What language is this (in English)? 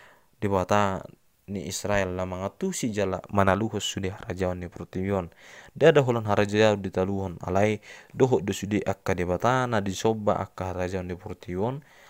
Batak Toba